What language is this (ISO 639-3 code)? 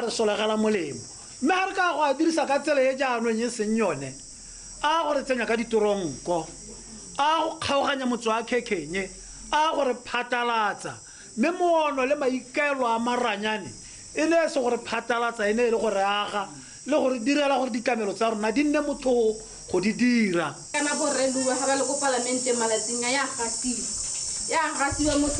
tsn